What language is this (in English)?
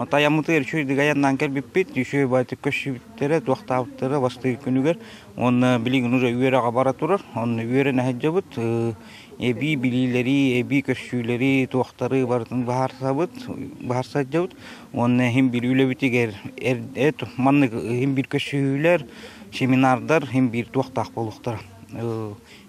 Yakut